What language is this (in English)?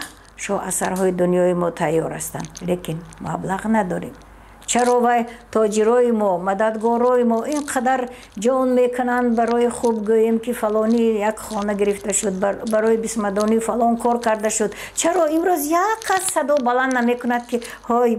Tajik